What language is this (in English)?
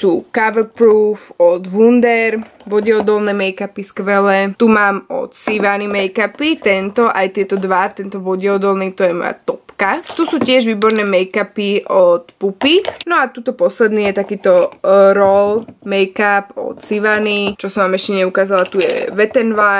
Slovak